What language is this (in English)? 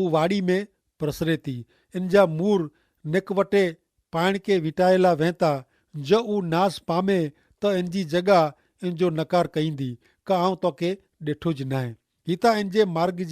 Kachhi